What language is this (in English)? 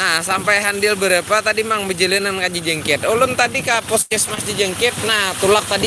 Banjar